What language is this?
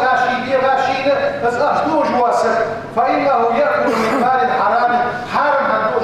Ingush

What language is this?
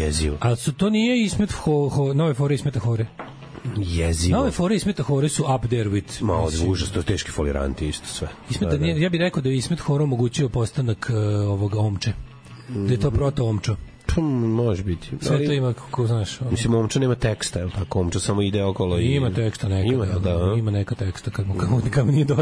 Serbian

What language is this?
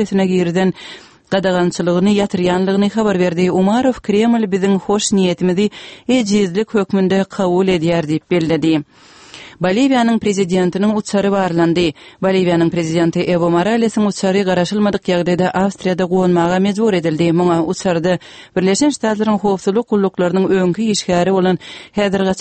Turkmen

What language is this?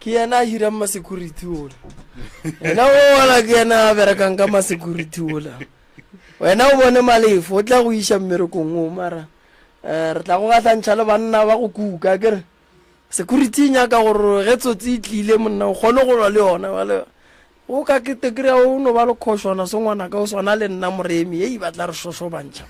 Northern Sotho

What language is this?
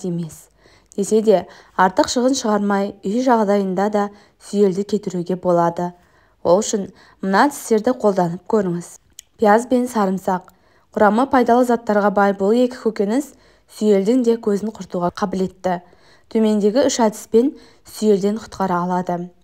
Kazakh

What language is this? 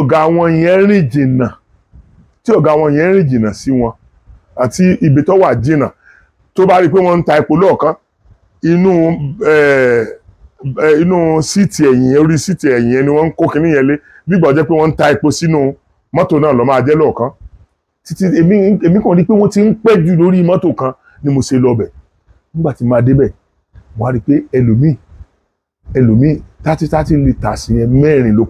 Yoruba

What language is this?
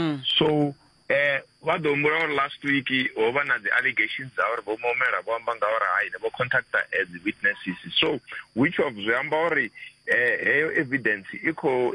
Venda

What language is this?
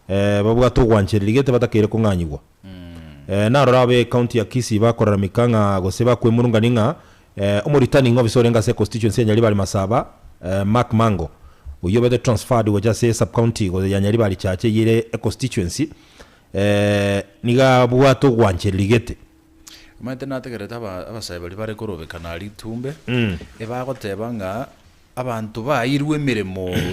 Gusii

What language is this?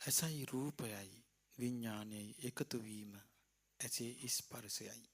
Sinhala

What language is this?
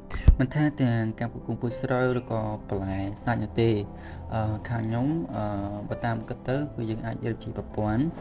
Khmer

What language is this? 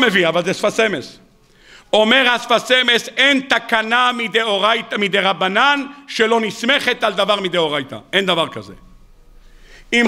Hebrew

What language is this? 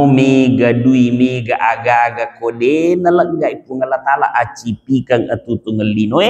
Buginese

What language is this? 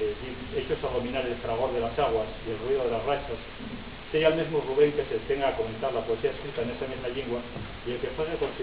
Asturian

